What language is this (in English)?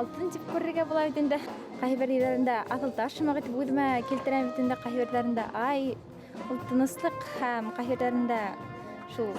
Bashkir